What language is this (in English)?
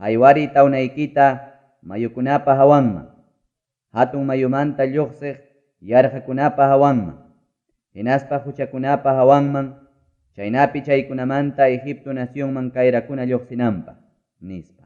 Ayacucho Quechua